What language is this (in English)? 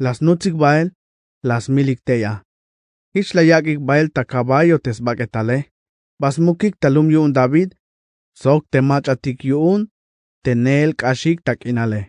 Tzeltal